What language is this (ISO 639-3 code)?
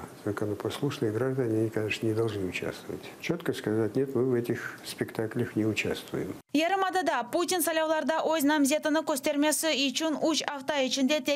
crh